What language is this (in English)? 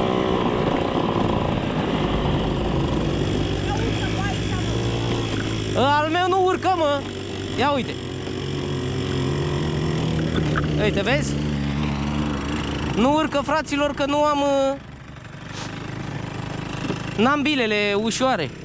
Romanian